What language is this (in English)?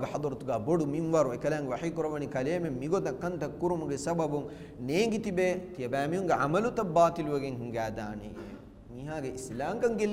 Divehi